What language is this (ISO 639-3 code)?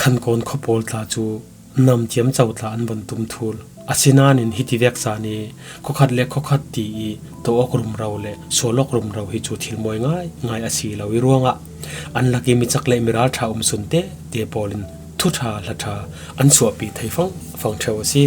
cfm